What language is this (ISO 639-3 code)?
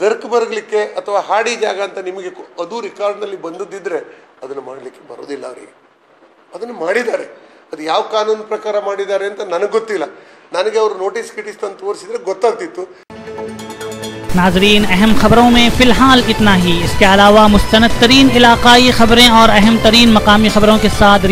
kan